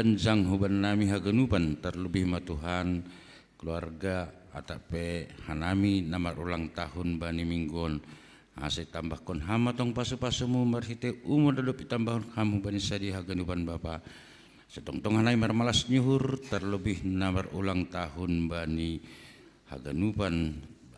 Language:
Batak Simalungun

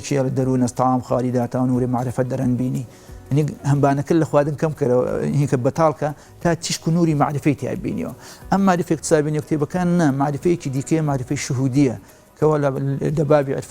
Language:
Central Kurdish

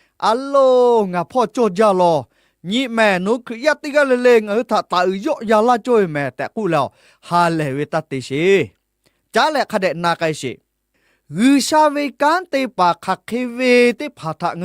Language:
Lahu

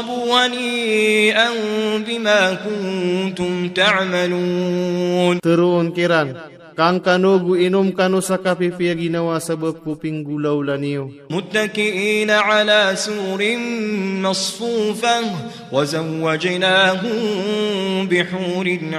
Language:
Maranao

